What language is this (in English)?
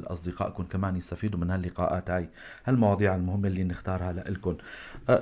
North Levantine Arabic